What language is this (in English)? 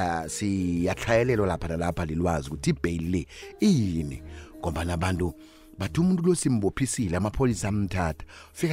South Ndebele